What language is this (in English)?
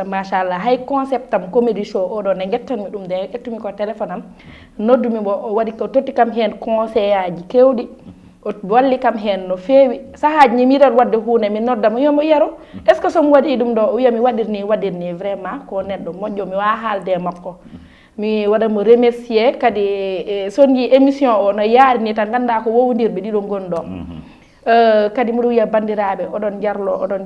Fula